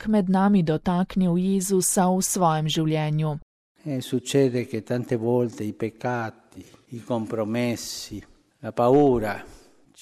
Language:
Slovenian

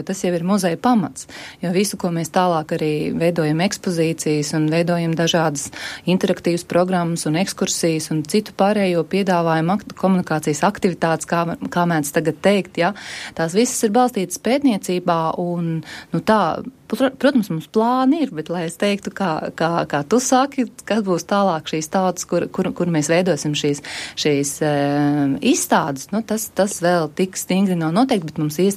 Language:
Latvian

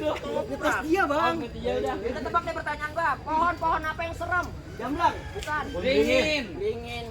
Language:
Betawi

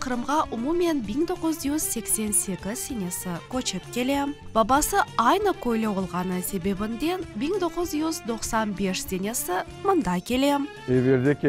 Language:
Crimean Tatar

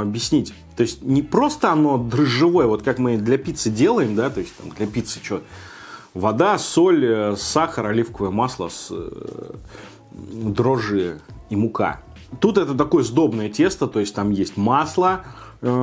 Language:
Russian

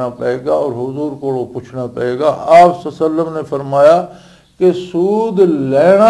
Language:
Western Panjabi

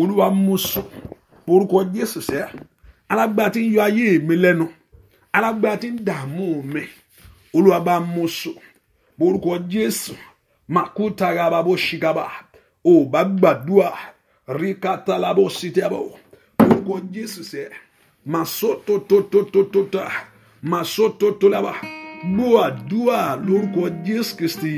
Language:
Yoruba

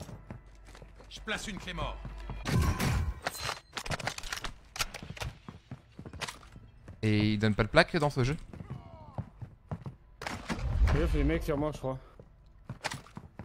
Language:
French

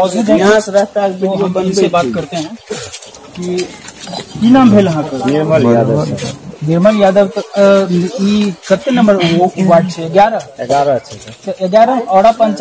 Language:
Maithili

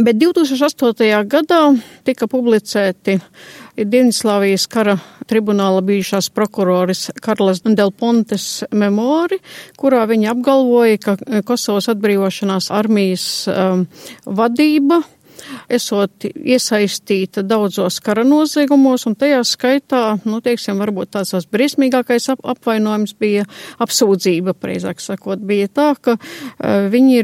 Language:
Latvian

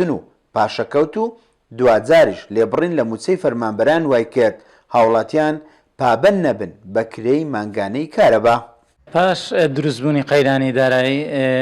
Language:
Central Kurdish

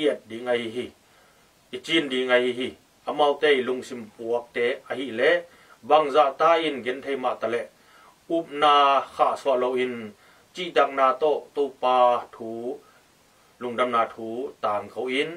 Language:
Tedim Chin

